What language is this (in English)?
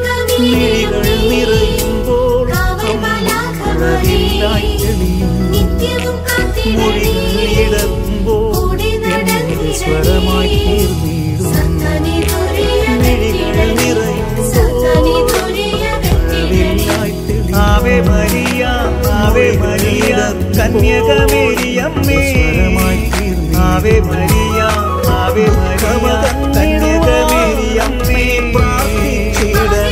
Malayalam